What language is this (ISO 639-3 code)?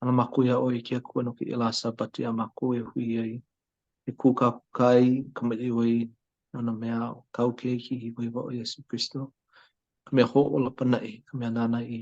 haw